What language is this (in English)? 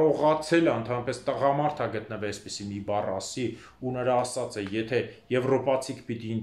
Armenian